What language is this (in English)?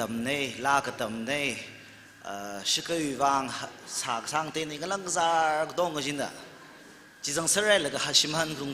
Tangkhul Naga (India)